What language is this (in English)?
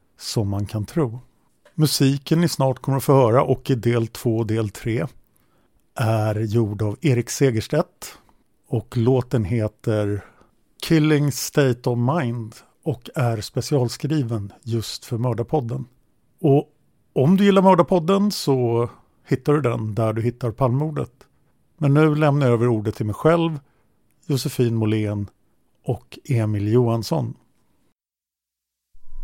Swedish